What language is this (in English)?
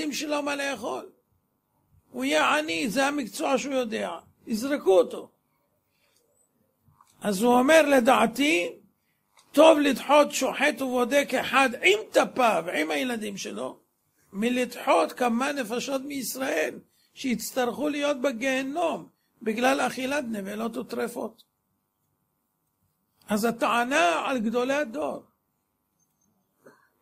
Hebrew